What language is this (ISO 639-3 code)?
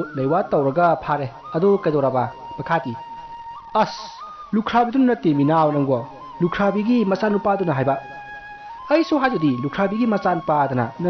mni